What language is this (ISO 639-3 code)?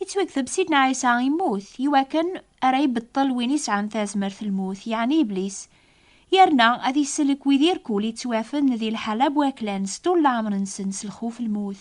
kab